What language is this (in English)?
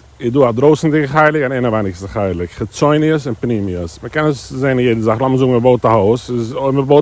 Yiddish